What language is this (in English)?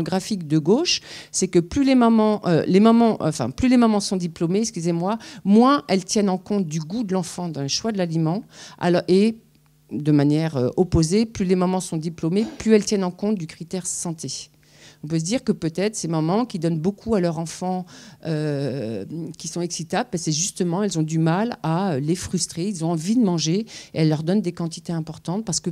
French